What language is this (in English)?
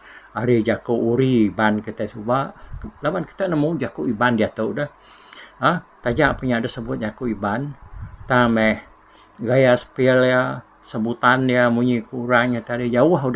Iban